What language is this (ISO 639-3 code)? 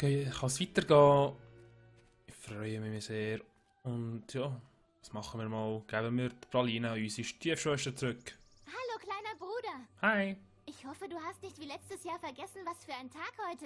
gsw